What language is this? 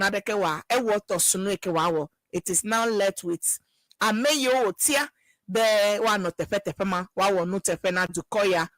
Ewe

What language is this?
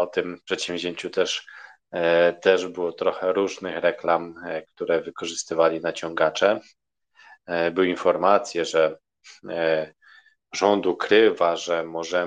Polish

